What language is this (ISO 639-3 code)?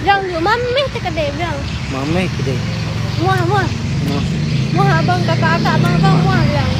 ace